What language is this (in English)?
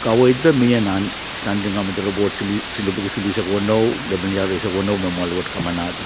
Pohnpeian